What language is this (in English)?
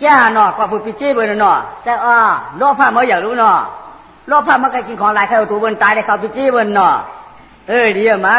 Shan